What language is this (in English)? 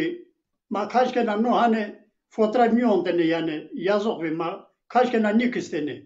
Zaza